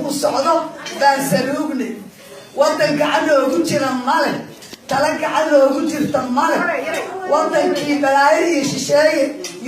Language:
Somali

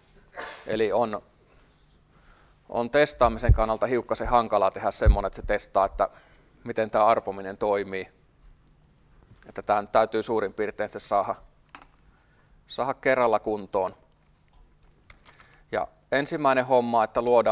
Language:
Finnish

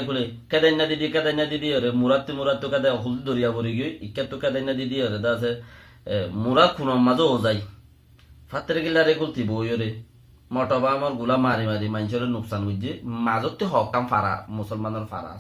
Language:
Rohingya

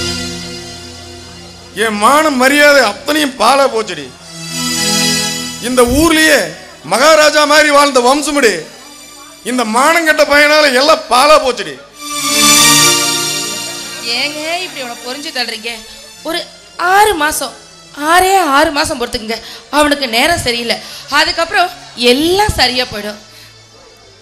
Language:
Tamil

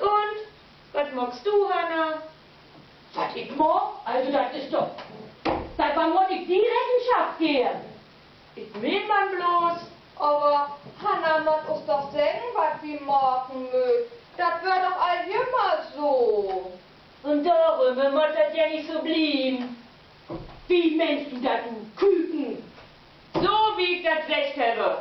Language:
Low German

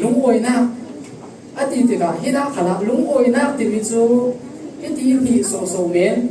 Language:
Falam Chin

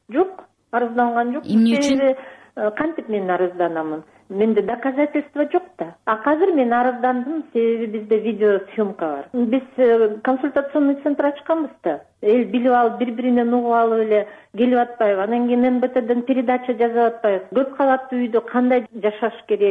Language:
Kyrgyz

